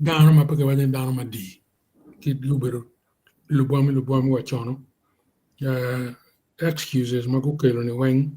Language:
Acoli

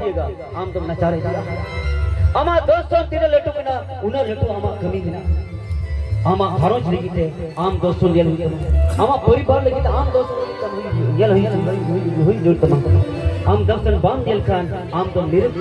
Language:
Santali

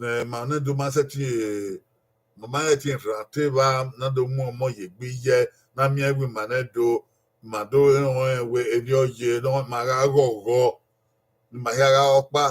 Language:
Bini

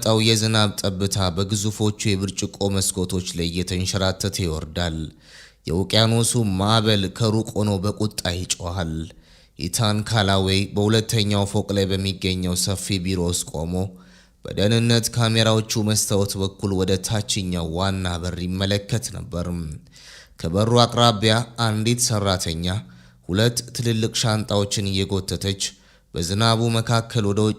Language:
Amharic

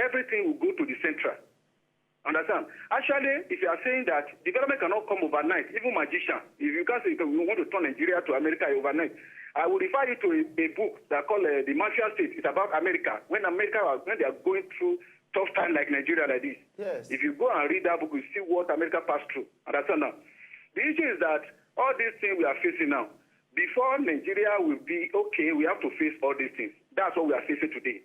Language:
Nigerian Pidgin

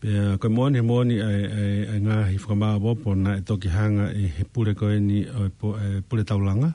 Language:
Tongan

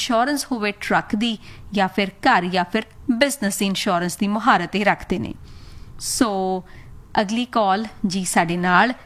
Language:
Punjabi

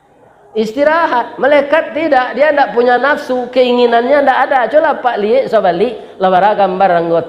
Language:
Minangkabau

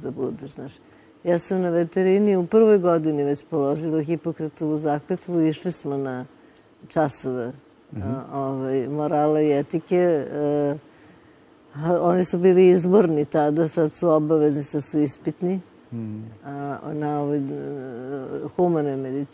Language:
Serbian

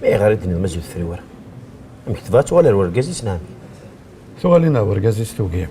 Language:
Kabyle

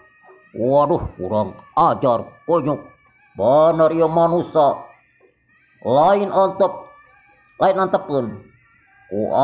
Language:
Sundanese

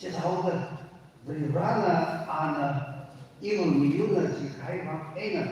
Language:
Tangkhul Naga (India)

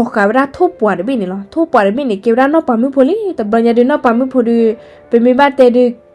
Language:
S'gaw Karen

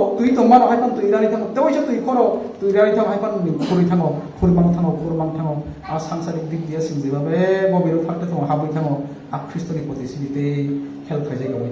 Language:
Kok Borok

